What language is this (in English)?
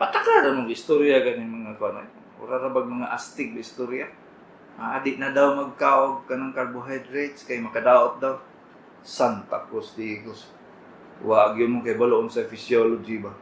Cebuano